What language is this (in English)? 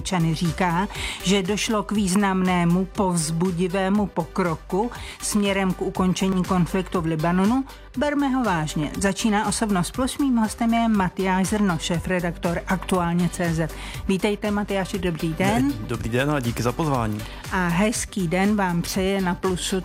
Czech